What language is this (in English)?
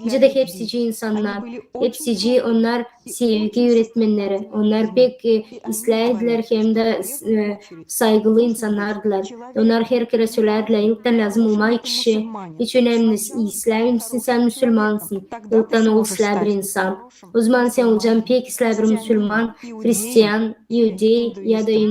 Gagauz